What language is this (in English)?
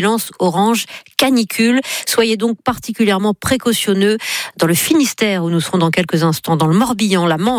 French